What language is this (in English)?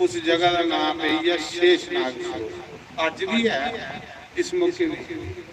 Dogri